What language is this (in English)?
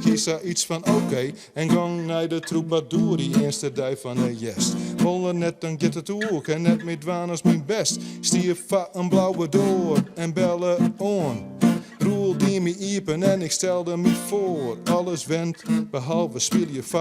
Western Frisian